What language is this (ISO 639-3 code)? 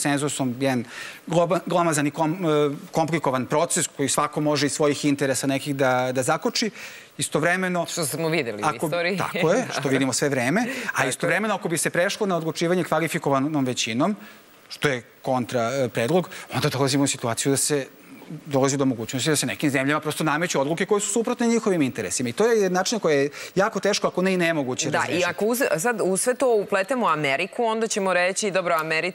srp